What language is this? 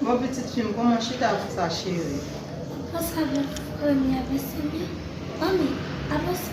Haitian Creole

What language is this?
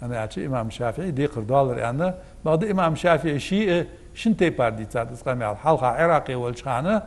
Ingush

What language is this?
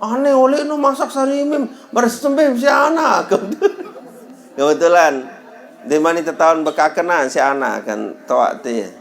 Sasak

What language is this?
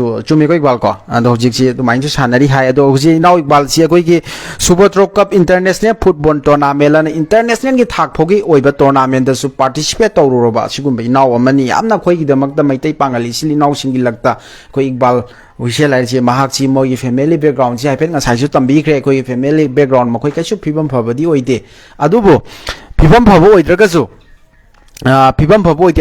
Manipuri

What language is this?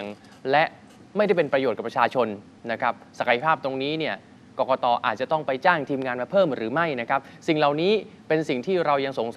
Thai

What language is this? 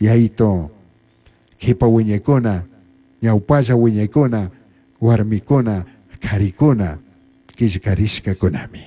Chimborazo Highland Quichua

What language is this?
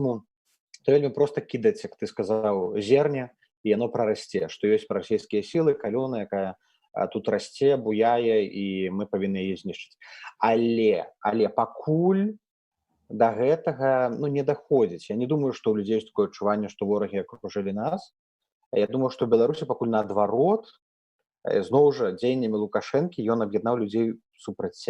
Belarusian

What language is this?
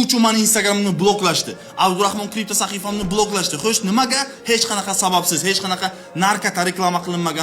Uzbek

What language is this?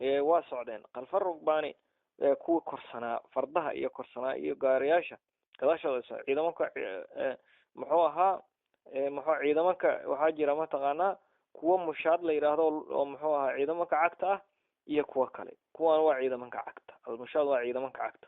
Somali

